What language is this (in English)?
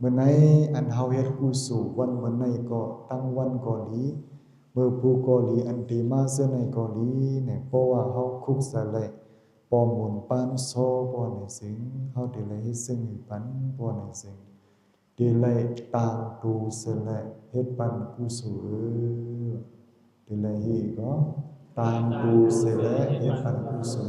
Shan